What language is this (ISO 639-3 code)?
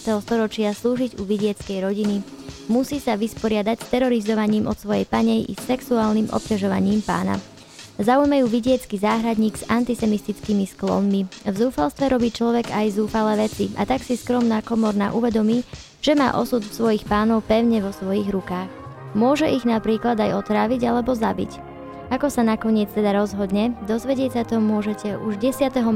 slk